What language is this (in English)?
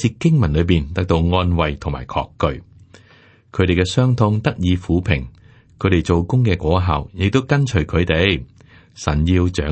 Cantonese